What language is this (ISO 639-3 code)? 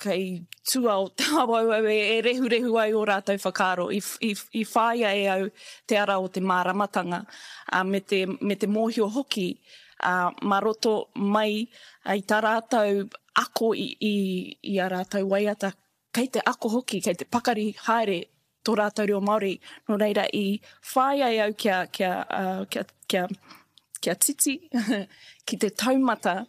mri